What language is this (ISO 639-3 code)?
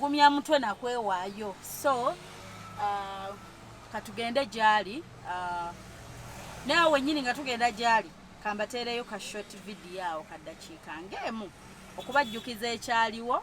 lug